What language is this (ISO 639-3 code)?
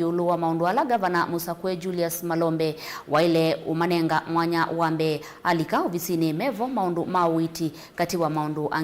kam